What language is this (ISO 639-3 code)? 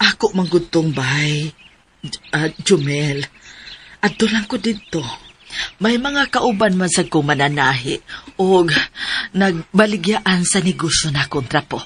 ceb